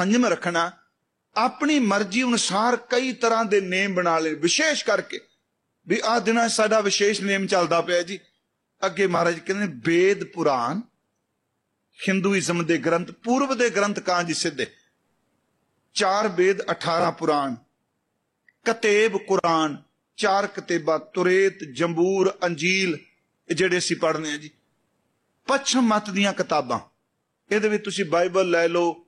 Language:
Punjabi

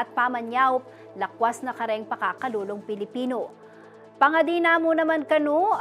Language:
Pampanga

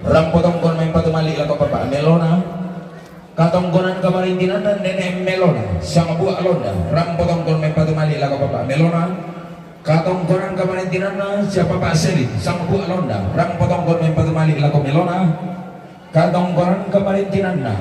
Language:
Toraja-Sa'dan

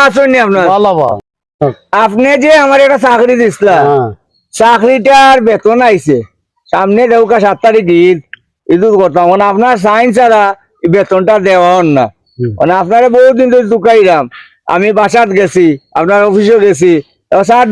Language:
Sylheti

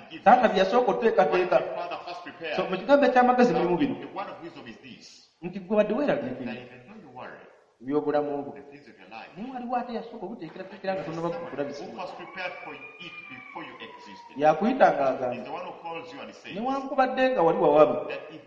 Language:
Ganda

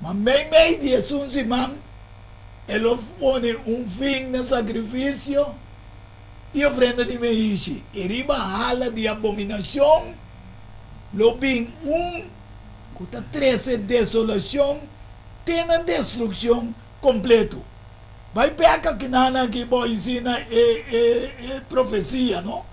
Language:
Papiamento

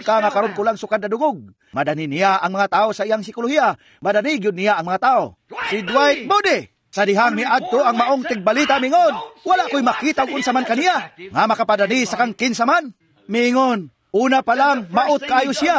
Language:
Cebuano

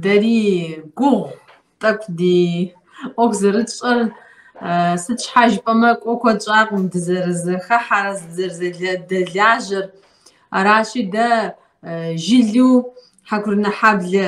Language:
Kabardian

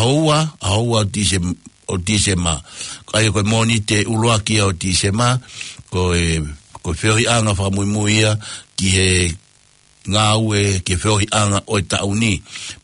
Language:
Tongan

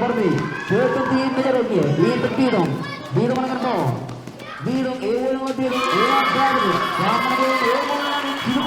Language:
Marshallese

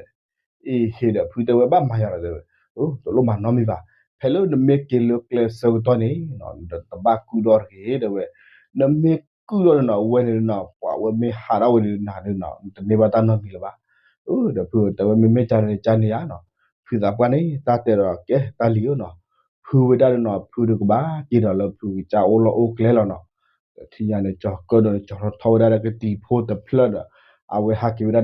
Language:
S'gaw Karen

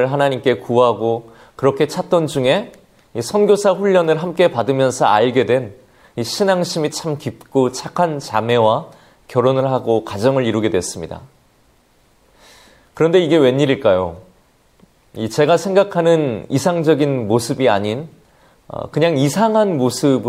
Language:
Korean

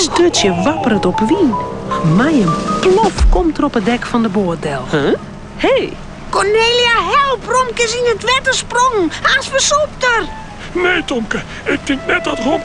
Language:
Western Frisian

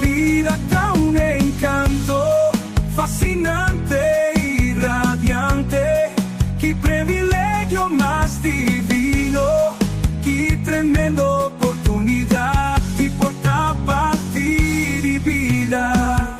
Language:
Papiamento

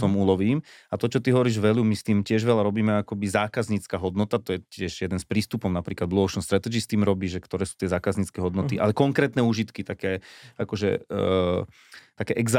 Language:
Slovak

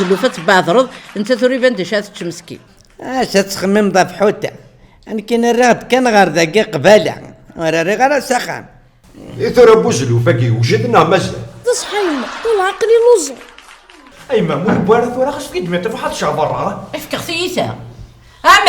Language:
Kabyle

